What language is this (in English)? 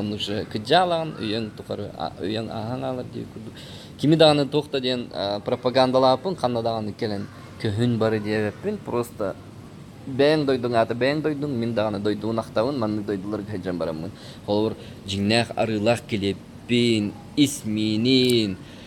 Yakut